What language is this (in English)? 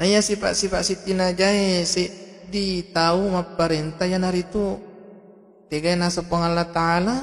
Buginese